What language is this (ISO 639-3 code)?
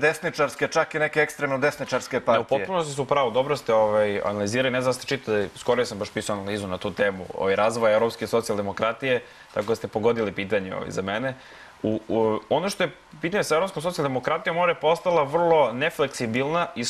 srp